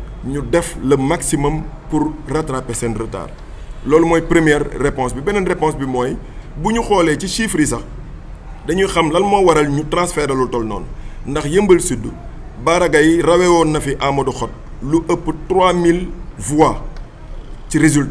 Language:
Wolof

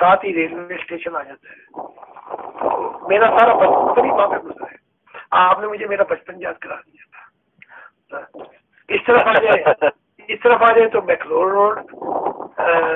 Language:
Urdu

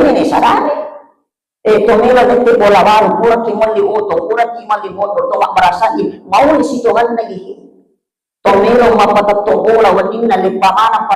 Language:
Buginese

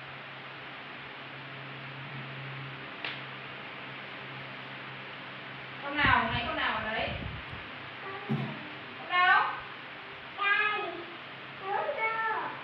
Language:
Vietnamese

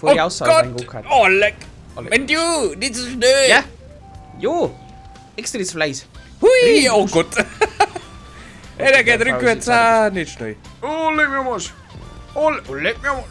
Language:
Bavarian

